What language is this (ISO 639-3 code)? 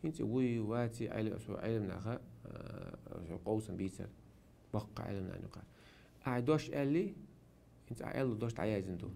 che